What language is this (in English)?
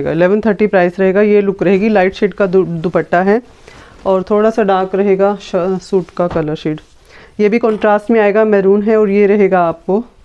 Hindi